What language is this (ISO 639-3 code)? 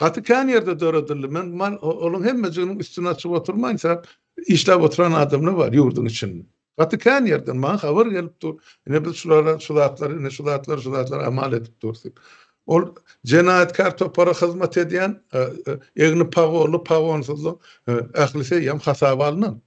tuk